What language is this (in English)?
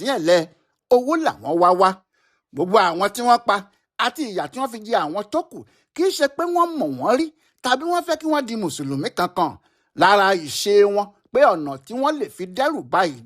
Yoruba